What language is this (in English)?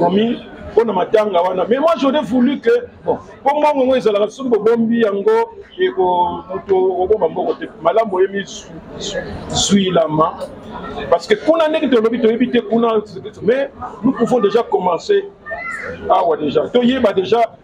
Lingala